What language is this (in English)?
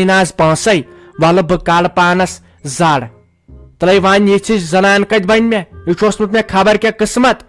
Kashmiri